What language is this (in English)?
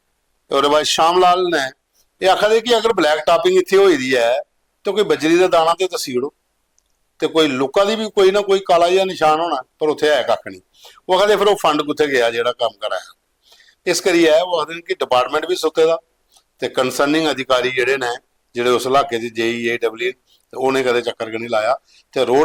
Dogri